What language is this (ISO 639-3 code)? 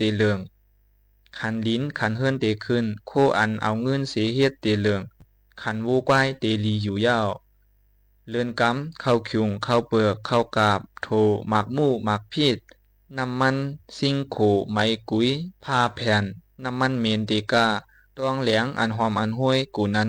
shn